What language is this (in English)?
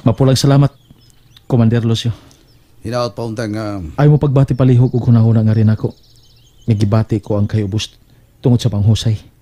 Cebuano